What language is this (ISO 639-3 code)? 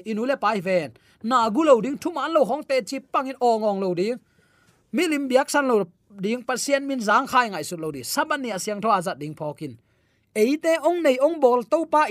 ctd